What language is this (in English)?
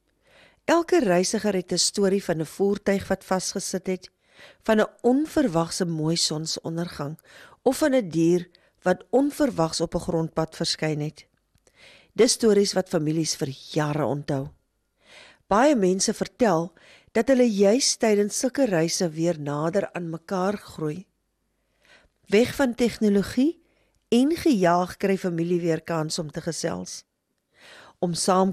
Afrikaans